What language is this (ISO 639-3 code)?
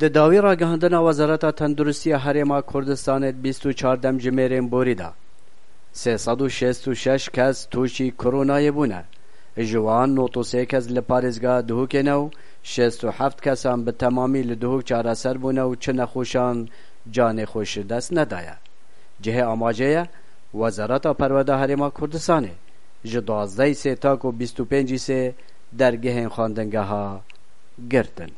kur